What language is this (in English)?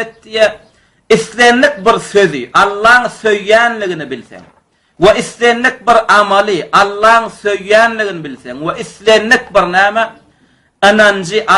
Turkmen